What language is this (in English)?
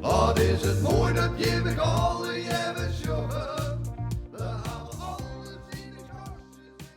Western Frisian